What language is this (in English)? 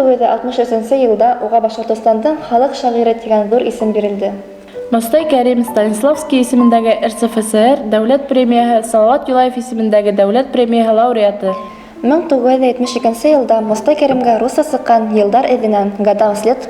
Bashkir